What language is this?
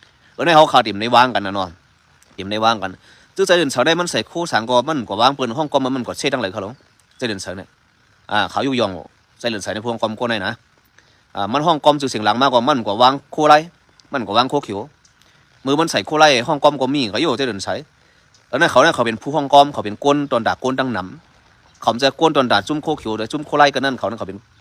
Shan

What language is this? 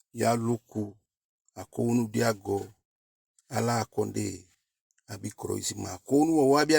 Eastern Maroon Creole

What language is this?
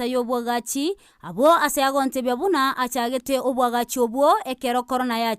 Gusii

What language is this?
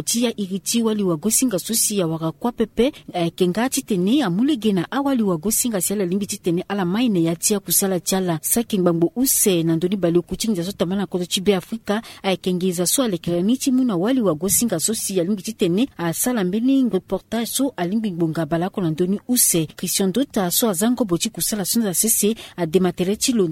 Sango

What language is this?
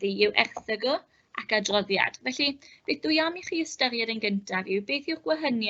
Welsh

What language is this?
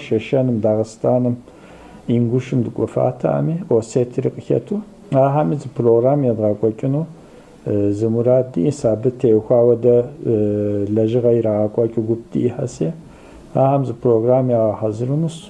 Kabardian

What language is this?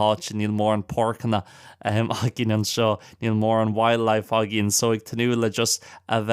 Irish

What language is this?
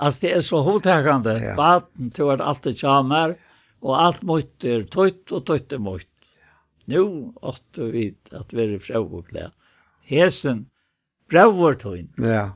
Faroese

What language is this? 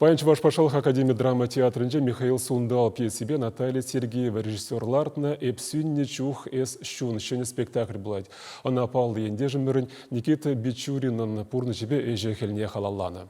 Chuvash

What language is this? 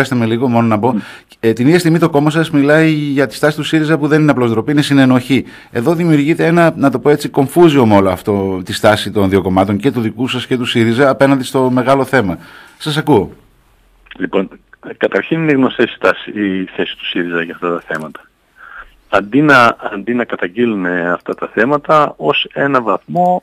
Greek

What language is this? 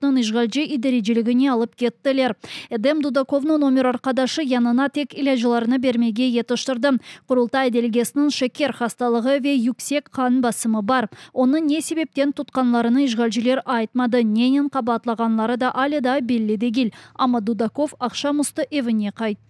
Crimean Tatar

